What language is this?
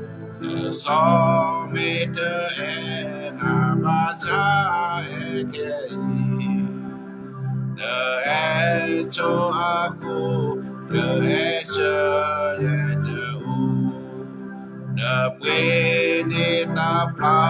S'gaw Karen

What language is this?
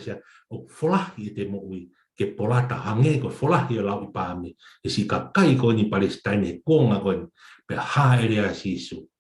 Tongan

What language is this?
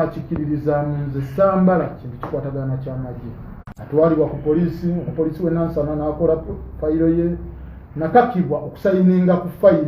Ganda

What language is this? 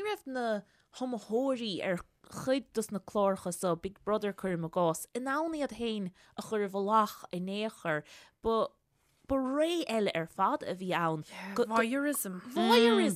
Irish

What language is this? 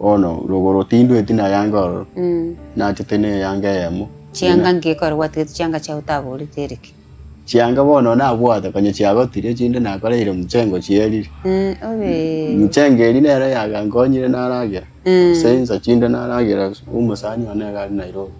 Gusii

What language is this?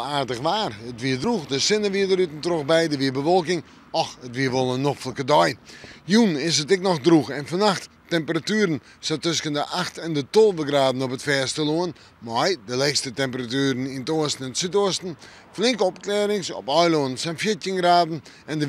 Western Frisian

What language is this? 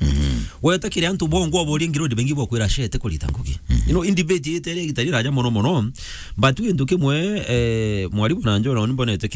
Meru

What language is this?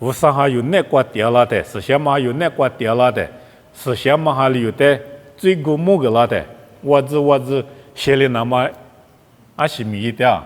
Lisu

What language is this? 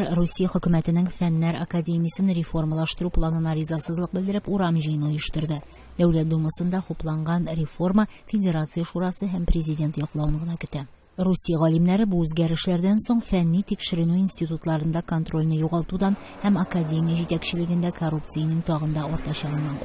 Tatar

